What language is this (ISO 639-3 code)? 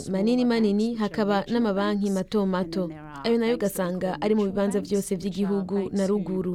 run